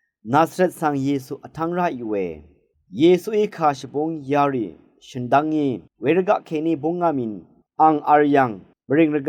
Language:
Rawang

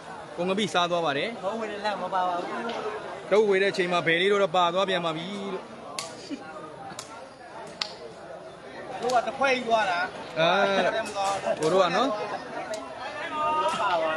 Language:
Burmese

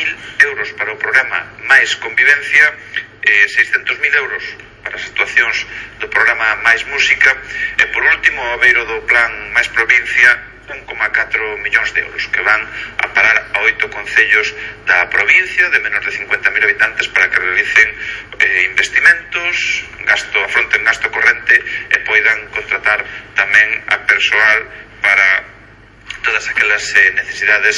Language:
Galician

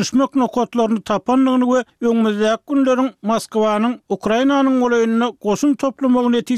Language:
Turkmen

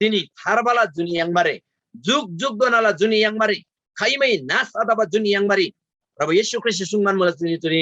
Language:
Eastern Tamang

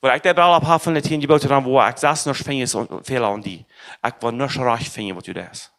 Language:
Plautdietsch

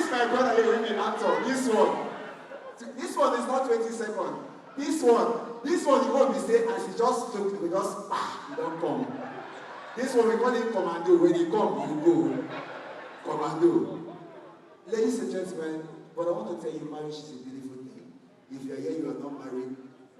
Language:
Nigerian Pidgin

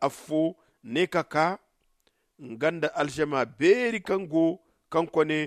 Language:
Zarma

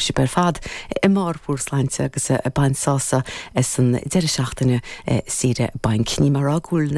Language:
Irish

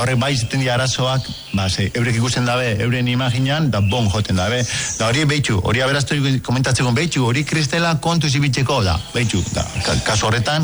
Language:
Basque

